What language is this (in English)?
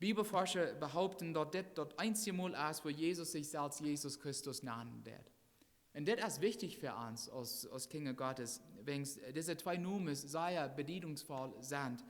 Plautdietsch